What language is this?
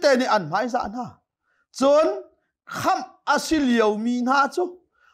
Hakha Chin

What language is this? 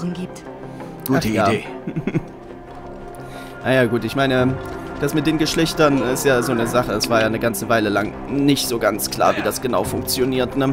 German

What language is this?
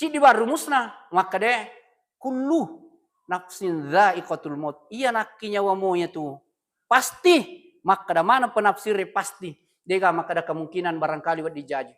Buginese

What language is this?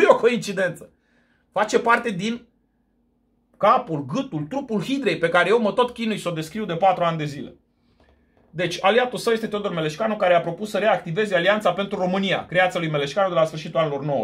Romanian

